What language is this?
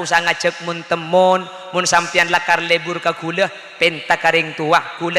Madurese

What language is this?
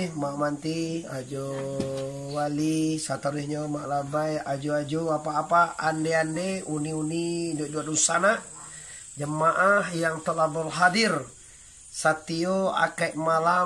Minangkabau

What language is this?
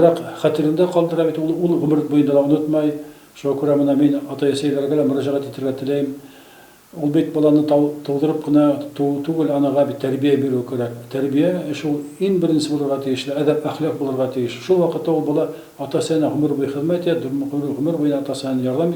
Bashkir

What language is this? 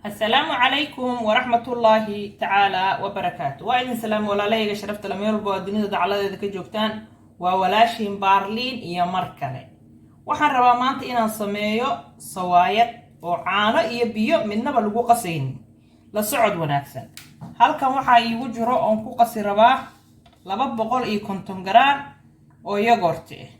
Somali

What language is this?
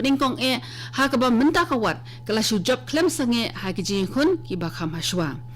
Khasi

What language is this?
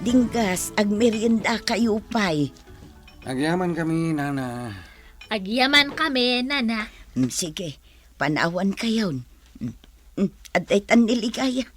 Iloko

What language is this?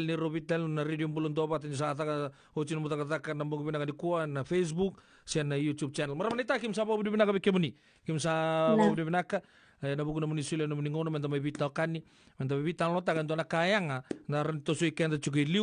Fijian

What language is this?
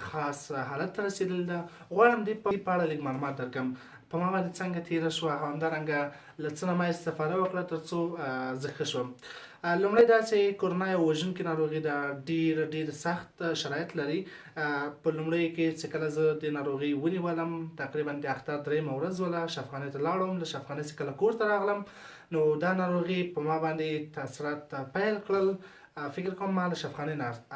Pashto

